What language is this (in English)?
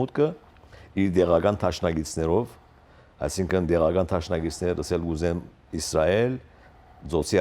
Western Armenian